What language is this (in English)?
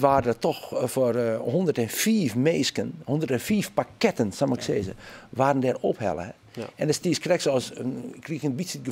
Western Frisian